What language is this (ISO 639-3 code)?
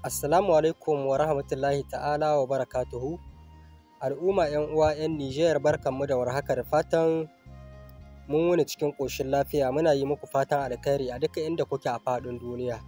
hau